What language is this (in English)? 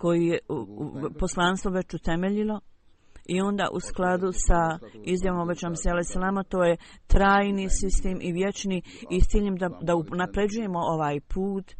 Bosnian